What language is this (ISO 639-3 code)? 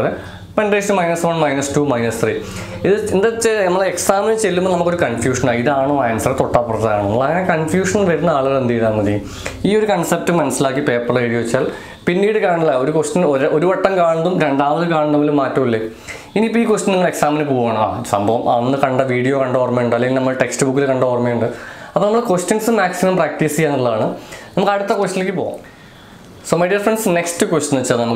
mal